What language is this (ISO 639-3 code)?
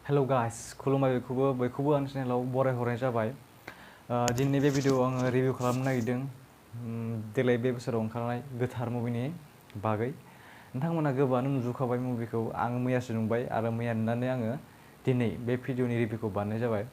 brx